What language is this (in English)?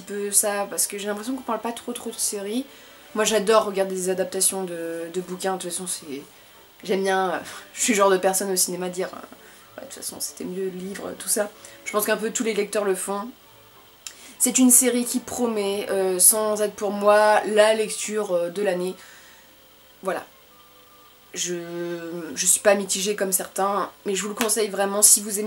French